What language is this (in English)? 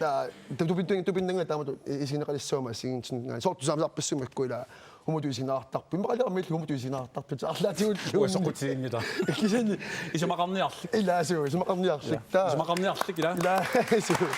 Kalaallisut